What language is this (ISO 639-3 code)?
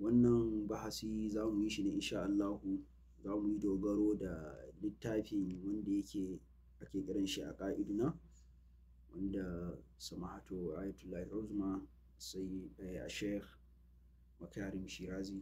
hau